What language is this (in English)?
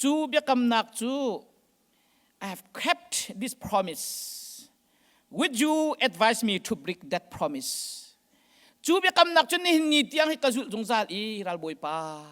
Hakha Chin